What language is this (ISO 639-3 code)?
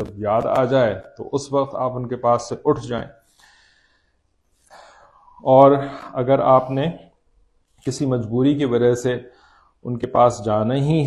urd